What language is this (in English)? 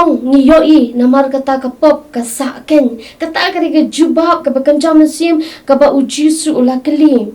Khasi